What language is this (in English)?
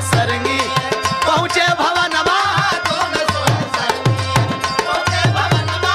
Bhojpuri